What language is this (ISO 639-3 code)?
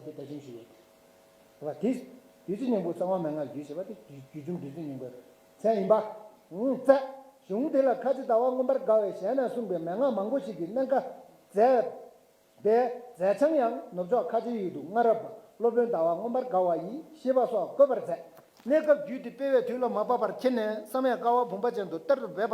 bod